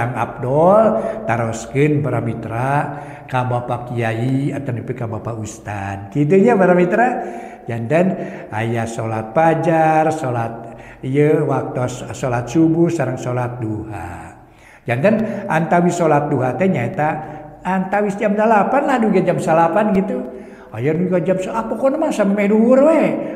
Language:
Sundanese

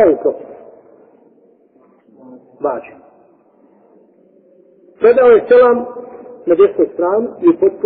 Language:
Bosnian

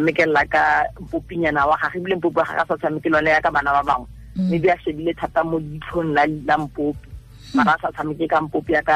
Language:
Tswana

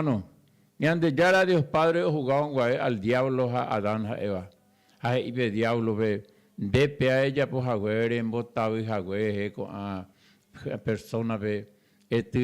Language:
Guarani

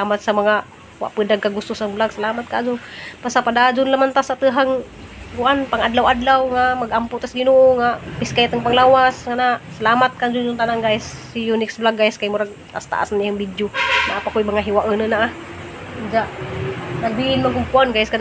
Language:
Cebuano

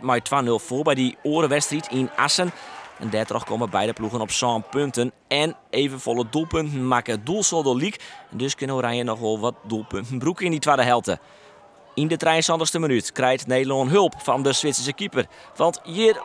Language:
Western Frisian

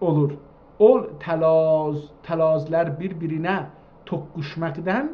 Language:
South Azerbaijani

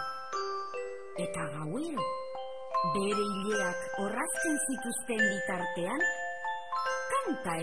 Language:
Basque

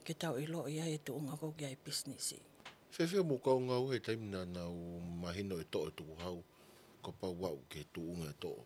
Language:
Tongan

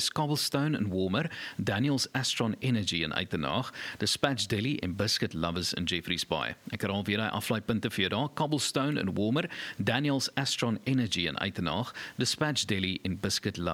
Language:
Afrikaans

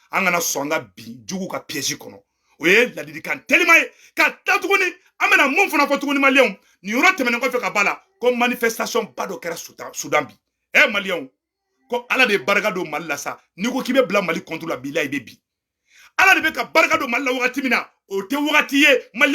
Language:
Bambara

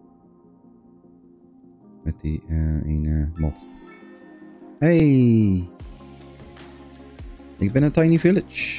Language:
Dutch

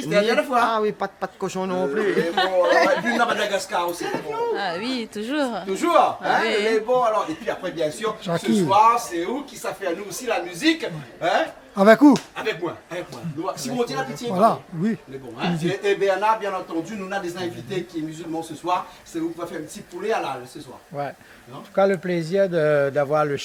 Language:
Réunion Creole French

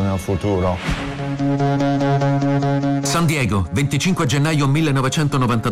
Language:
Italian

